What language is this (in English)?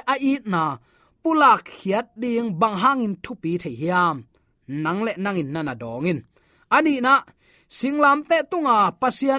Tedim Chin